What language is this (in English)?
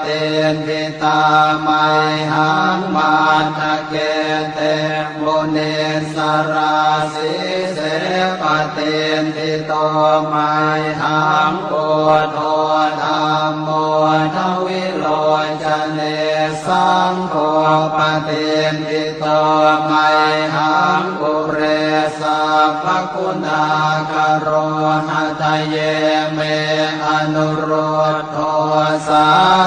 Pali